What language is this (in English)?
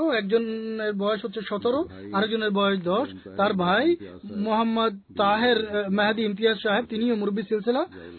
Bangla